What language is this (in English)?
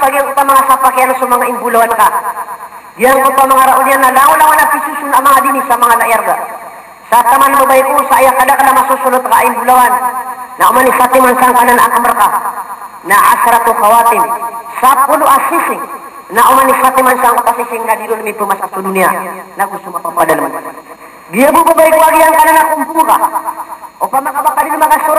Maranao